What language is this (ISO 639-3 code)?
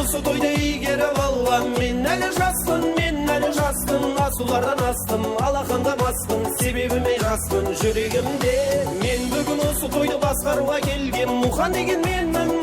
kaa